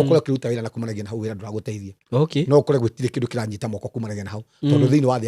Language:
Kikuyu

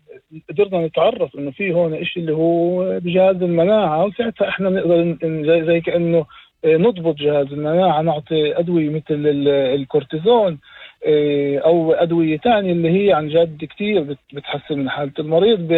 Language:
North Levantine Arabic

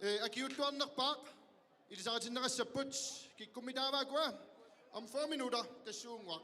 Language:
Kalaallisut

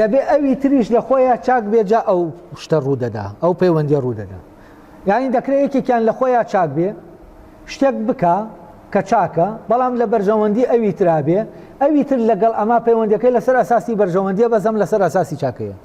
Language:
Central Kurdish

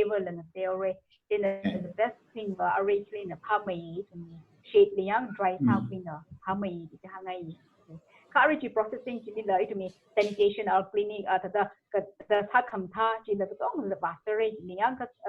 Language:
Tangkhul Naga (India)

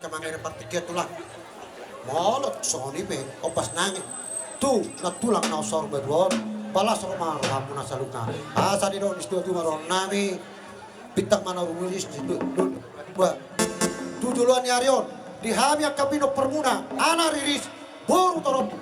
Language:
Batak Toba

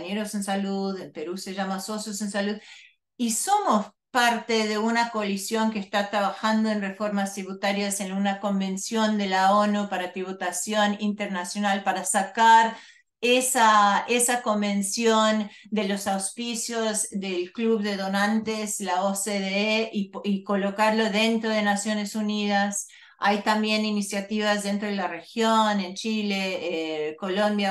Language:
Spanish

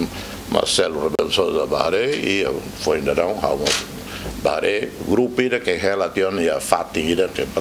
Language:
Tetum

